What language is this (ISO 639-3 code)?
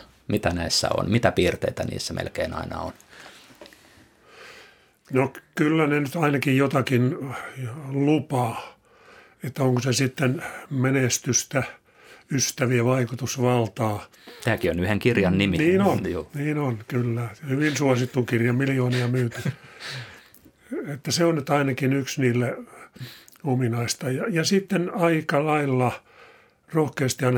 fin